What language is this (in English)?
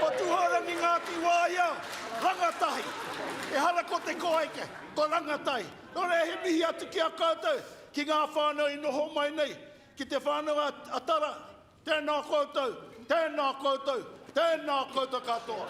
Māori